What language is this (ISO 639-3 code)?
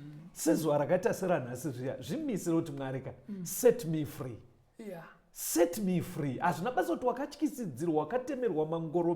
sna